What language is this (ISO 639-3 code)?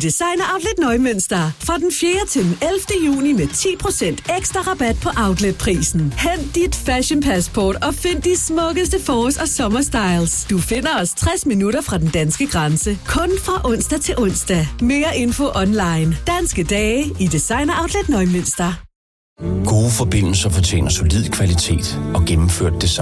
dan